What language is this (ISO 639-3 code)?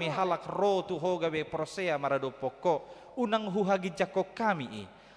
bbc